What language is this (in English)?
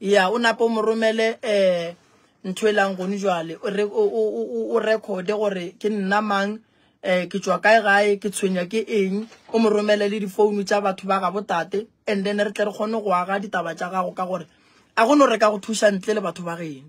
Northern Sotho